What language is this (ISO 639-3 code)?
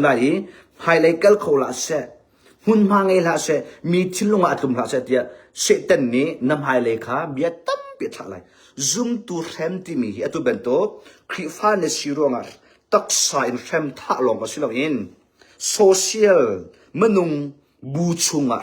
cnh